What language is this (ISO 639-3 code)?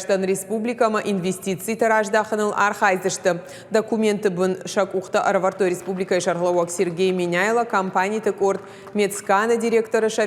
oss